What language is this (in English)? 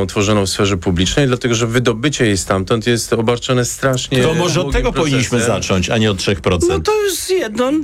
Polish